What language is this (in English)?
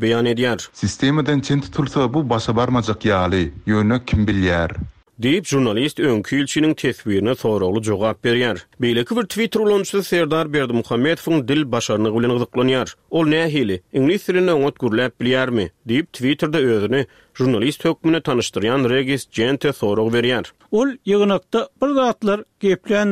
Turkmen